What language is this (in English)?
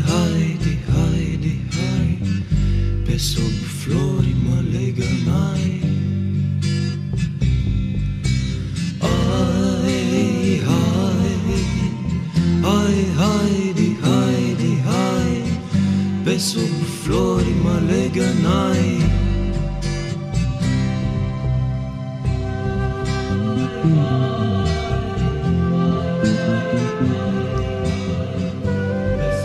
Romanian